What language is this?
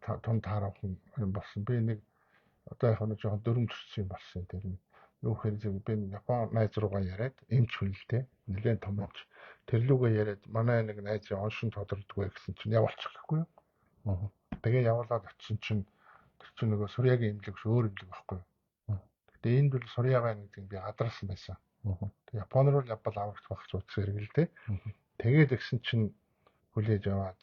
Mongolian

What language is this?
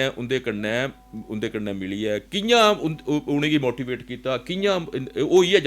Dogri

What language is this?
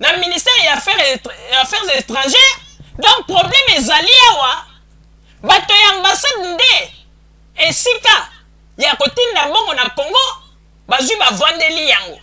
Lingala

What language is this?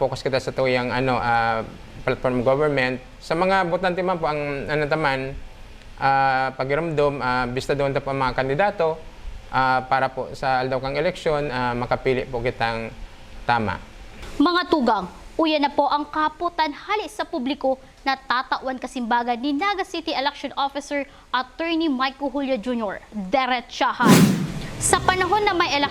Bikol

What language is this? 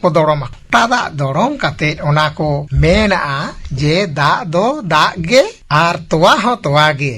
Santali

